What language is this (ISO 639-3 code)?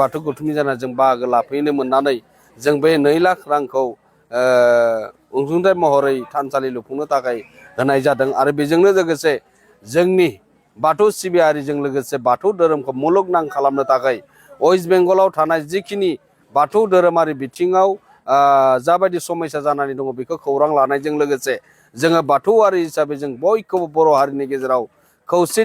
brx